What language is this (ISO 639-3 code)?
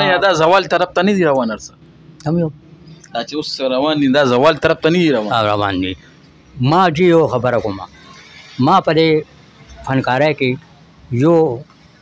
pus